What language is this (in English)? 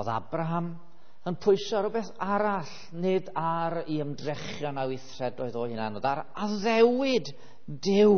Welsh